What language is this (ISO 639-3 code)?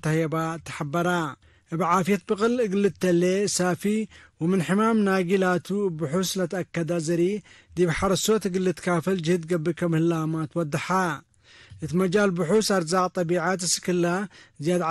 tig